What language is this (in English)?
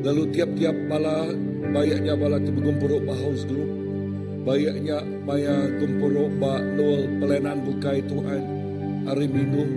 Iban